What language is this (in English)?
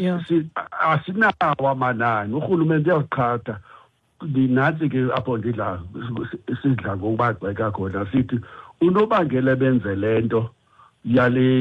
Xhosa